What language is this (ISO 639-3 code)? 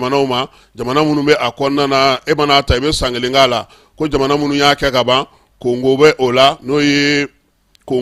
bam